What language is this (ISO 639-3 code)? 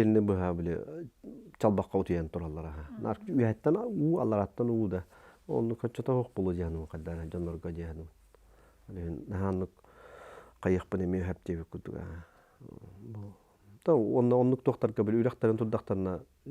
sah